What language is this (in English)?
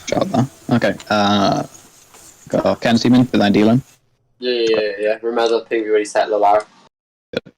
Welsh